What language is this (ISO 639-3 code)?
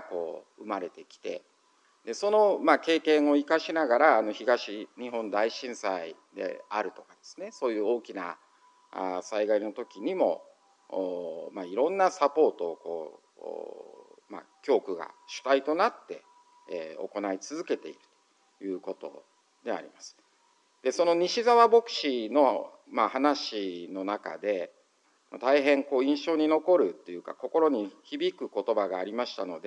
jpn